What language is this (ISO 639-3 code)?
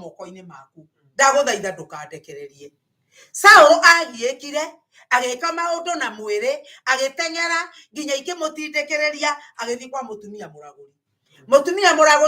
kik